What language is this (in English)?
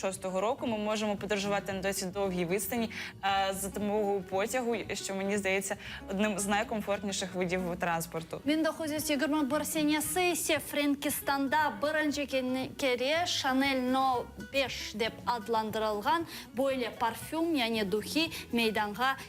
Crimean Tatar